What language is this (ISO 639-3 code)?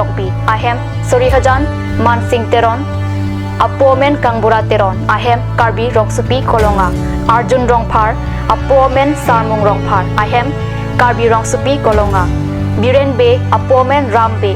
mjw